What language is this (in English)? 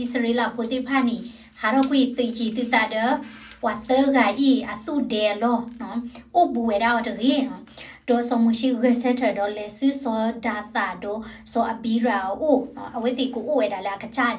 S'gaw Karen